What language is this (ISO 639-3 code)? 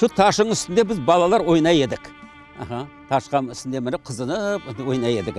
crh